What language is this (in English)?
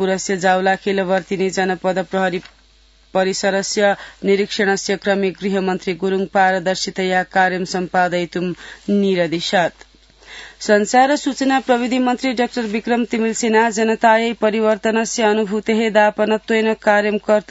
Sanskrit